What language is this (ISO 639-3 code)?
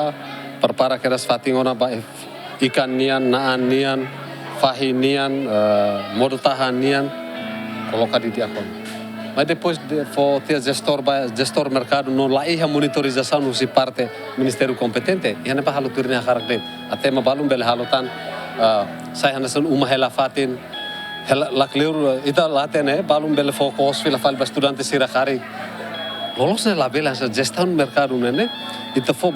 tet